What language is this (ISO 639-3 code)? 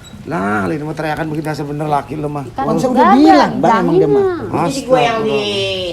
bew